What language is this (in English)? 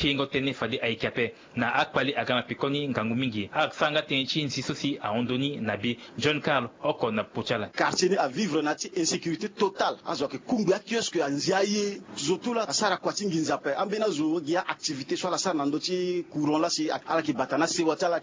Sango